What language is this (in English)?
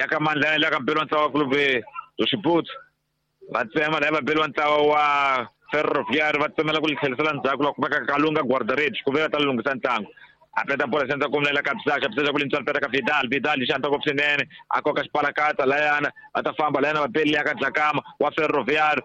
Tsonga